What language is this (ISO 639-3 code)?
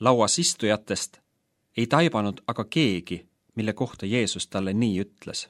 est